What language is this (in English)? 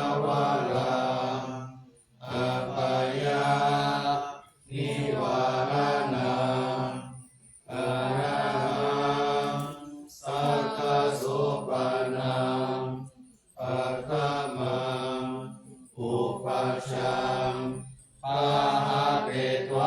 Pali